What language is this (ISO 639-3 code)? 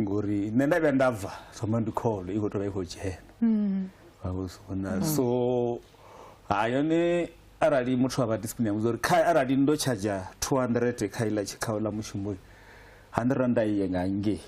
ven